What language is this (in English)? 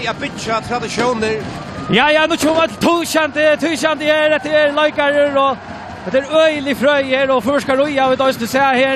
Faroese